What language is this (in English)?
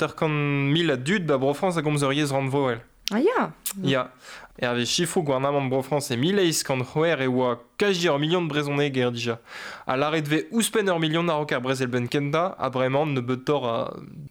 Breton